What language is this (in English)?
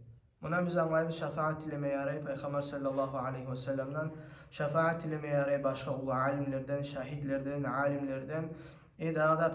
Kumyk